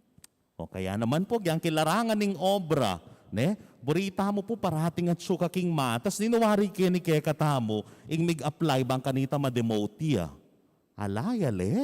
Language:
Pampanga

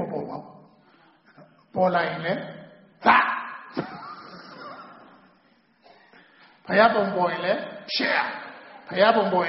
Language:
Burmese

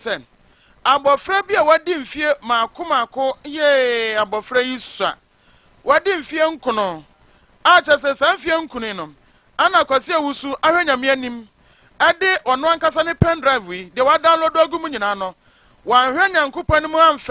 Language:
Akan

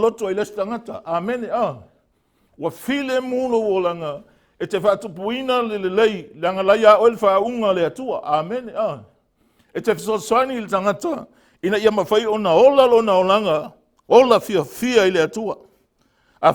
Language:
Samoan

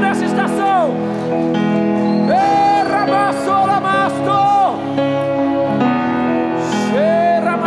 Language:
Portuguese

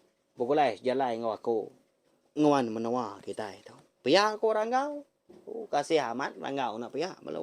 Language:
Iban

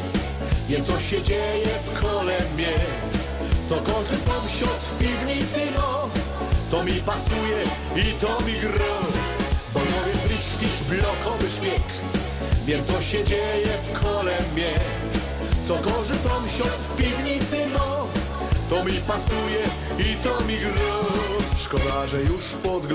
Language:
Silesian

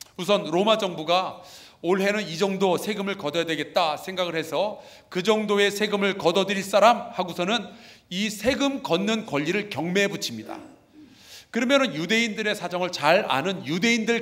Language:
Korean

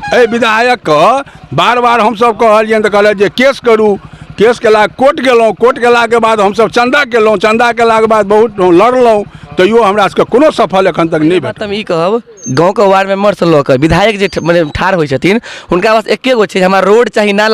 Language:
Maithili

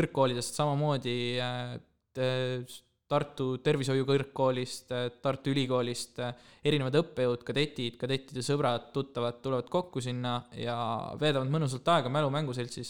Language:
Estonian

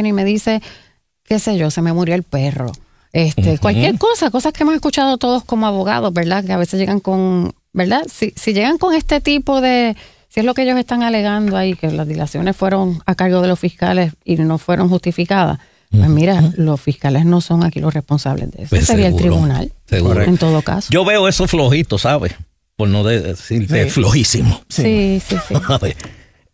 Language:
Spanish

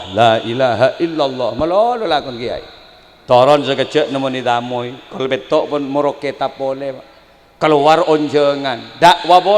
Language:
Madurese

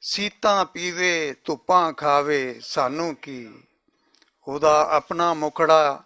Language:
Western Panjabi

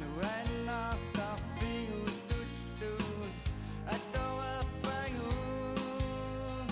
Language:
Kalaallisut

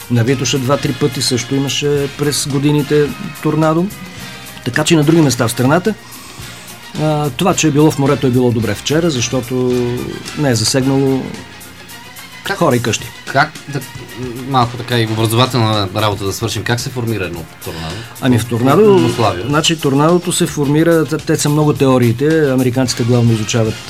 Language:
Bulgarian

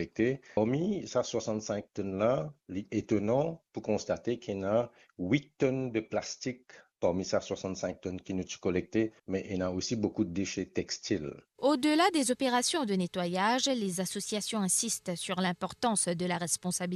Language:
Morisyen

